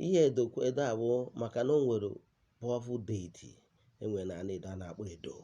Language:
Igbo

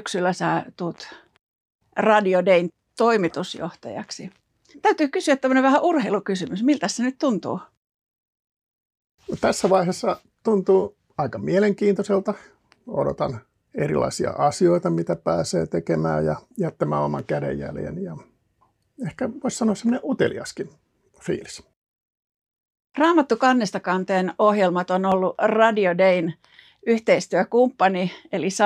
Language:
Finnish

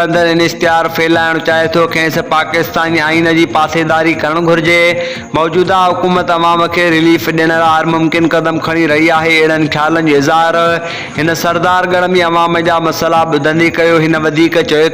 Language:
Sindhi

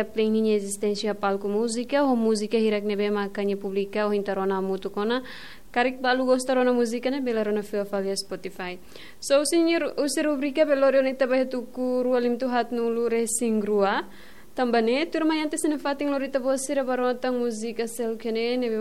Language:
Tetum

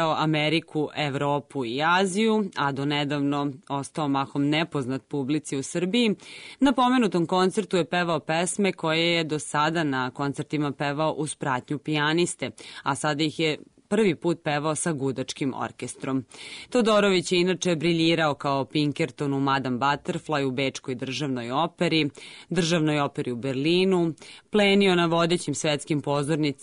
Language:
Serbian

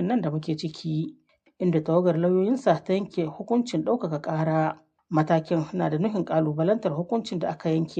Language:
Hausa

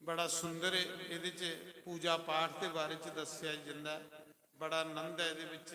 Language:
Dogri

